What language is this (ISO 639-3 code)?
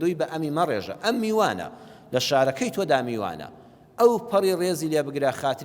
ckb